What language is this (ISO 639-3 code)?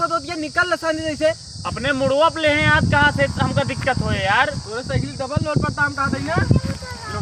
awa